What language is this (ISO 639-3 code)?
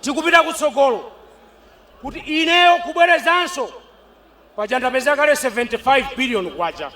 nya